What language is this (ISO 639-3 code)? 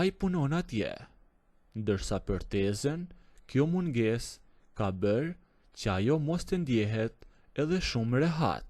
sqi